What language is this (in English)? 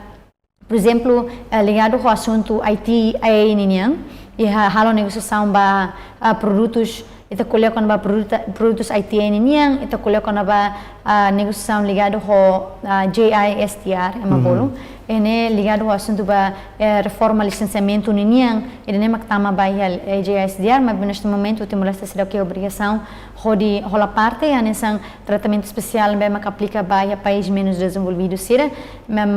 Tetum